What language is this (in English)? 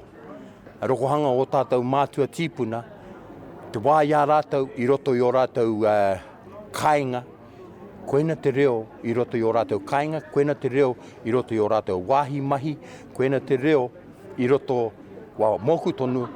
Māori